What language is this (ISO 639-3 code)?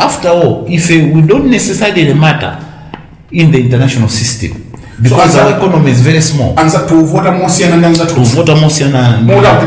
nya